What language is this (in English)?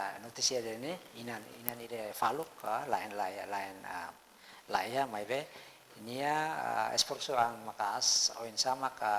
Tetum